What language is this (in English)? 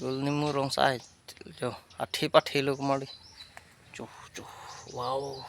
Karbi